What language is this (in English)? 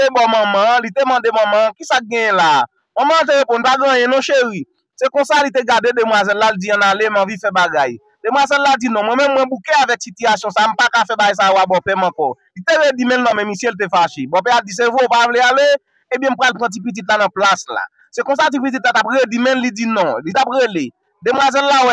Haitian Creole